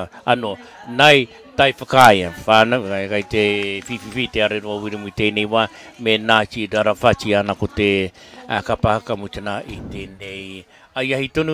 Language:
Māori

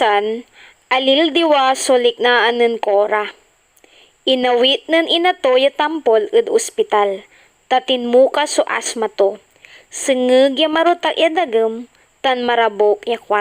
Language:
Pangasinan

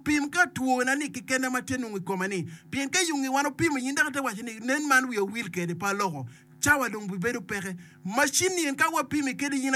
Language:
Acoli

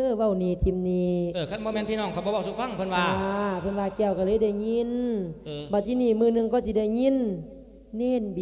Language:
Lao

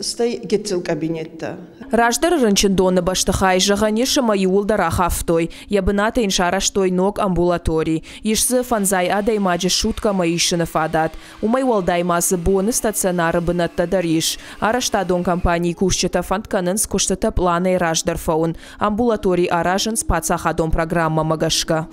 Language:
Ossetic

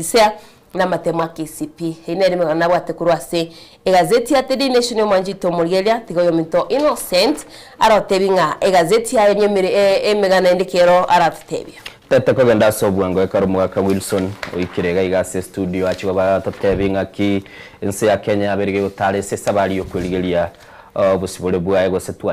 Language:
Gusii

